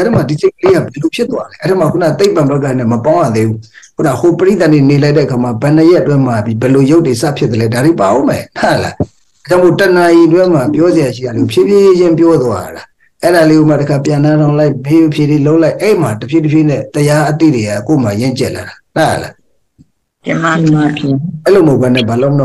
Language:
Burmese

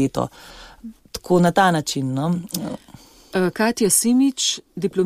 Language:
Slovenian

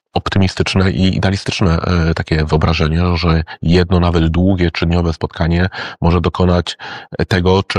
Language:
Polish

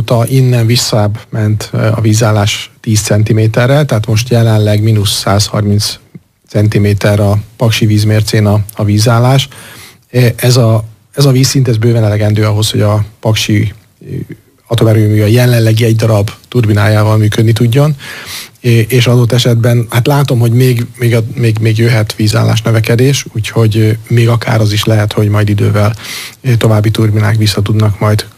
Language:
Hungarian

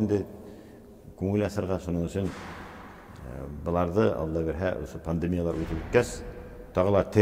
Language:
Bashkir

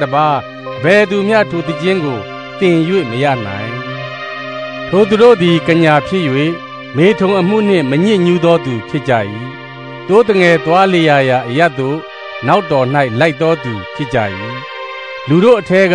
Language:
Burmese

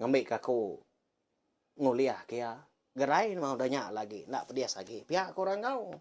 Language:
Iban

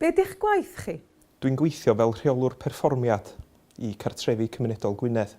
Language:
Welsh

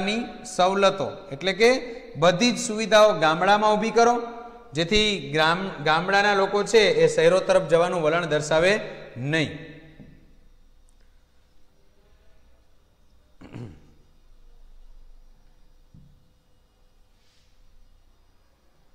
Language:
Gujarati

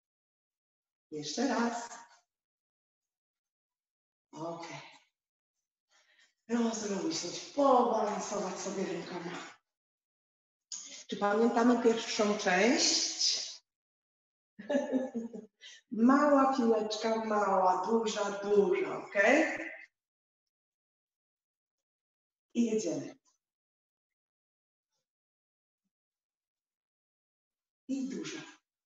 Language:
Polish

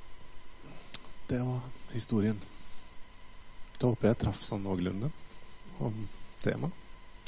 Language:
Norwegian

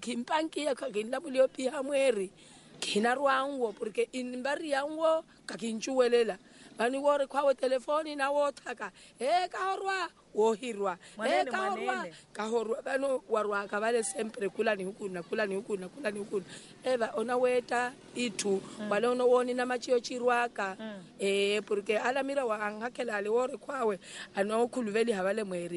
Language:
Swahili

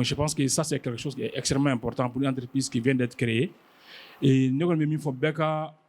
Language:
Bambara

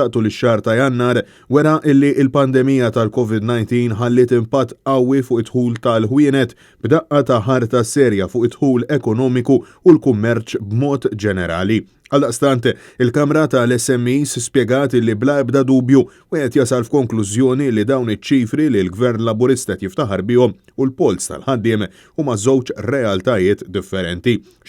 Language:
Maltese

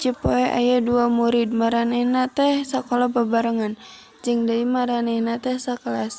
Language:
Sundanese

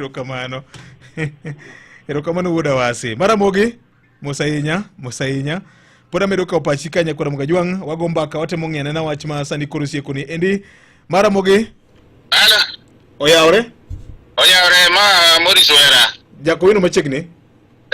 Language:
Luo (Kenya and Tanzania)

